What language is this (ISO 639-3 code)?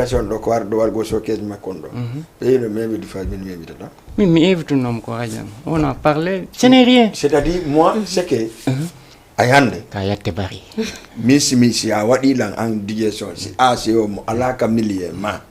ful